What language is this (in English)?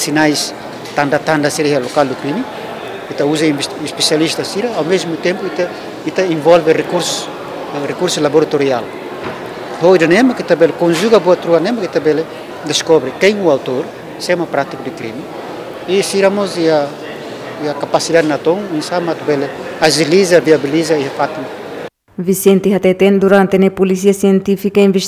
Tetum